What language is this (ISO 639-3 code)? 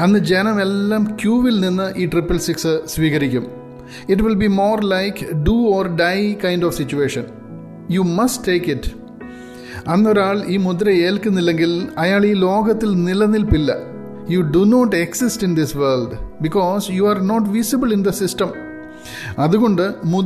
mal